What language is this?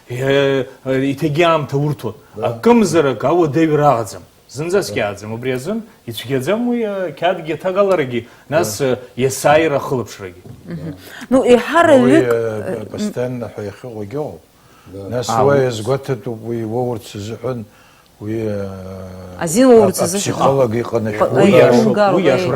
Abkhazian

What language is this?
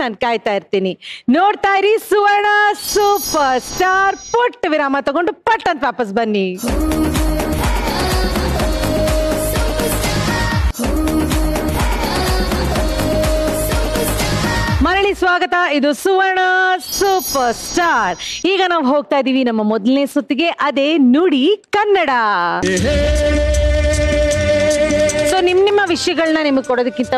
Kannada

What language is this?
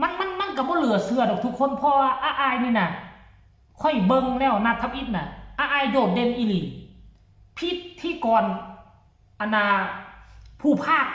Northeastern Thai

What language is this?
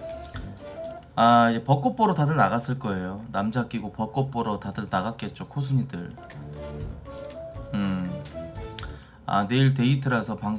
Korean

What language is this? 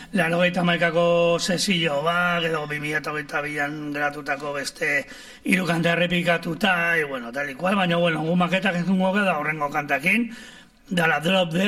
Basque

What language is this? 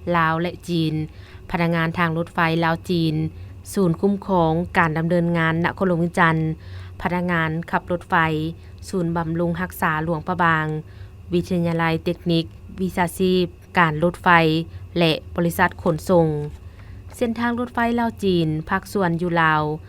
Lao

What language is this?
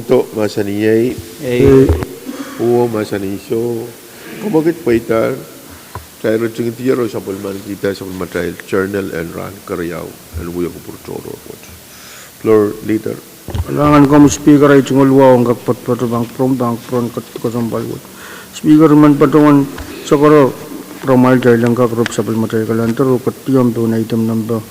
Pohnpeian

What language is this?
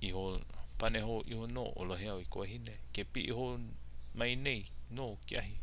Hawaiian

